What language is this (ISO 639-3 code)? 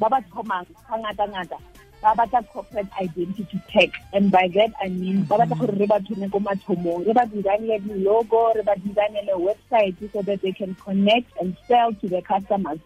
tsn